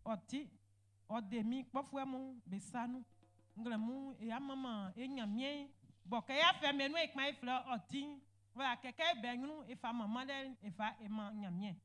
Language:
Baoulé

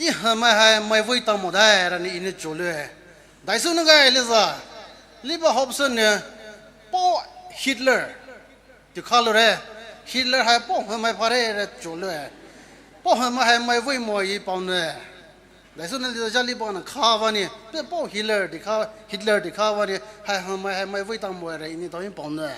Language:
Poumei Naga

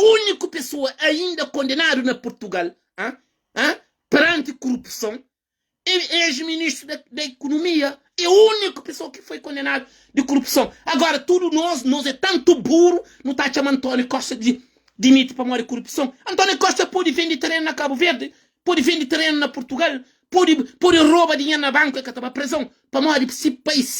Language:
Kabuverdianu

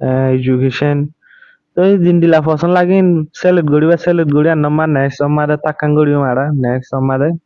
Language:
Rohingya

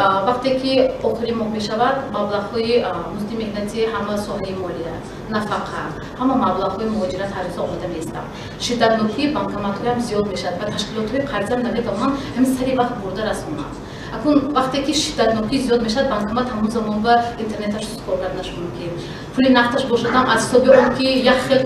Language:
Tajik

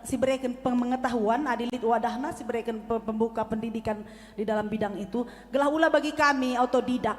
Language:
Batak Karo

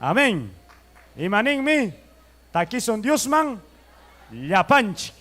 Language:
Ayacucho Quechua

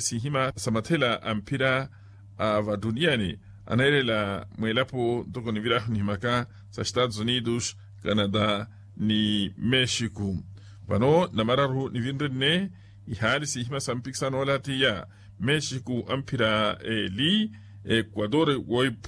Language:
Makhuwa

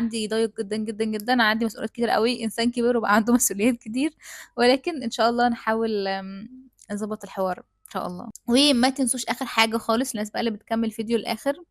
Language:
Egyptian Arabic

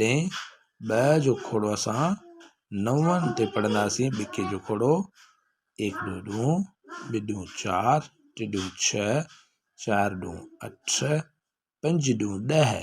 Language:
Sindhi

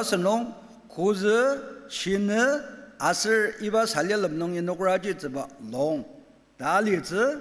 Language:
Ao Naga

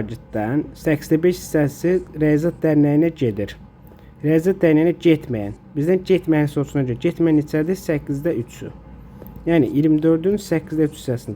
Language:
Azerbaijani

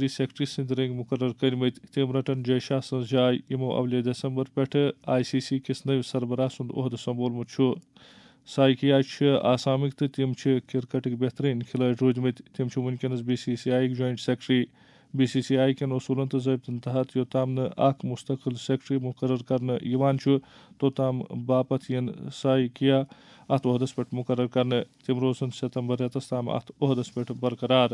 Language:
Kashmiri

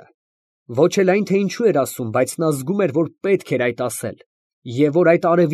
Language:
Armenian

